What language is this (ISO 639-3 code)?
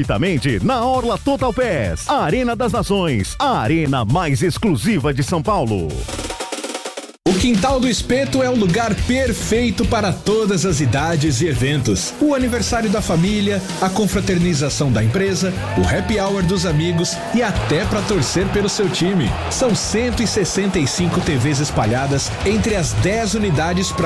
por